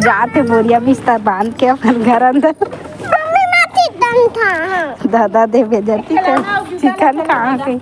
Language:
Chhattisgarhi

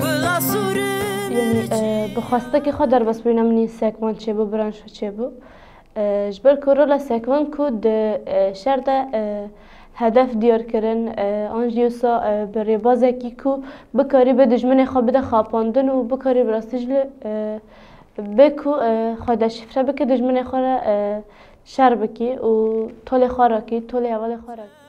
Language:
Kurdish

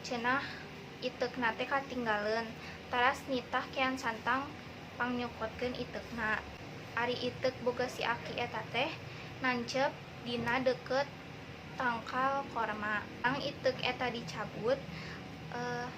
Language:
Sundanese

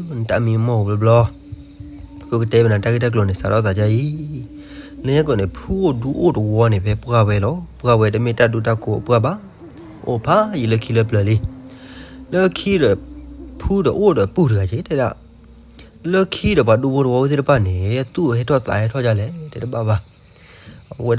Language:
S'gaw Karen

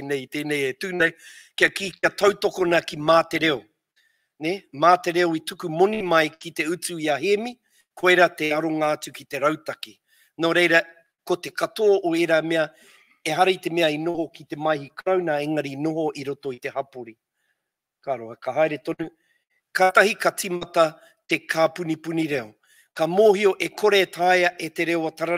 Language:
Māori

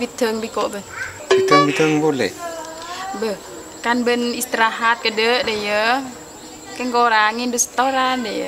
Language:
Madurese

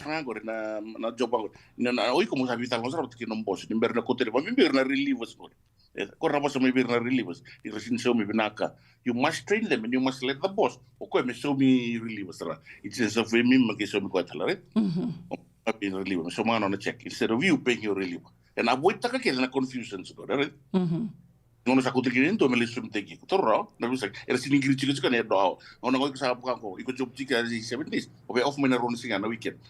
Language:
Fijian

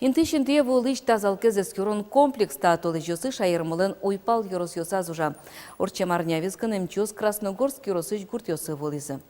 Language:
Udmurt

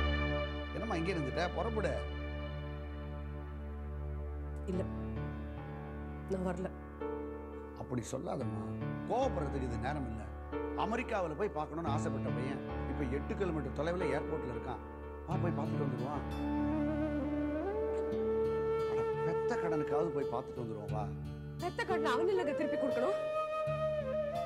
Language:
Tamil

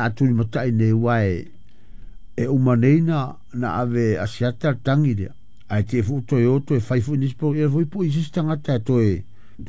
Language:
Samoan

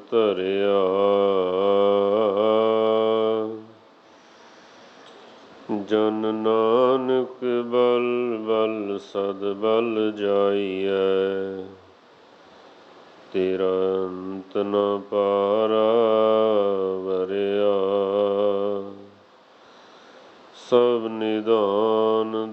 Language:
Punjabi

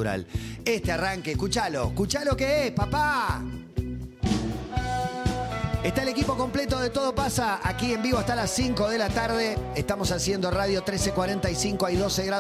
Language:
Spanish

